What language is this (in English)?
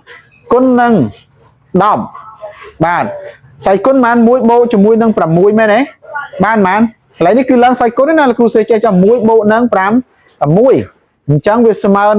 Khmer